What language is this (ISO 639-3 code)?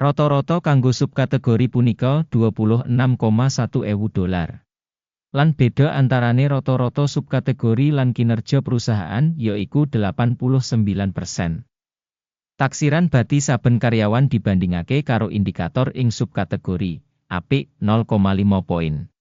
jav